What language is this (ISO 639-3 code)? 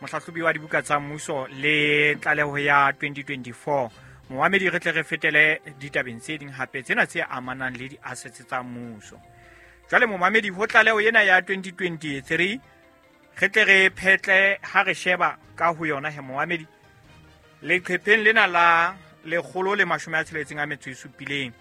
sot